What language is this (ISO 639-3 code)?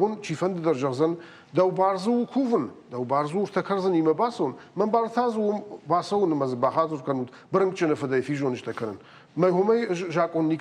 oss